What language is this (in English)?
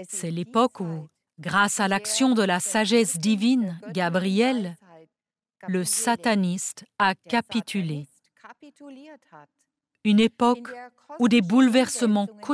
French